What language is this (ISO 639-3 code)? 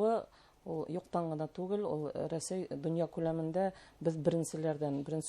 bak